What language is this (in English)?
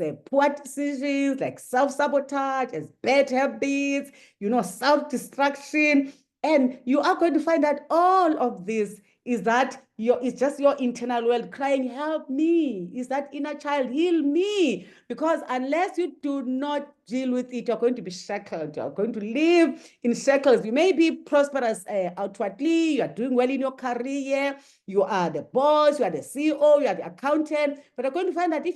English